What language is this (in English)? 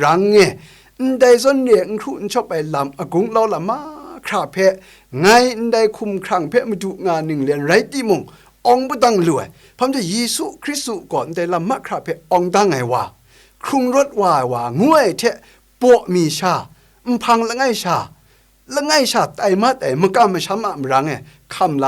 Kachin